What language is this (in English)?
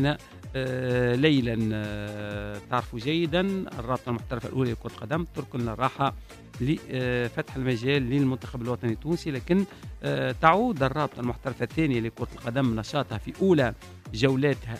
Tunisian Arabic